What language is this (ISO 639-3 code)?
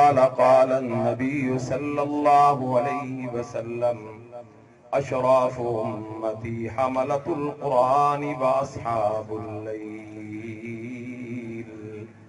urd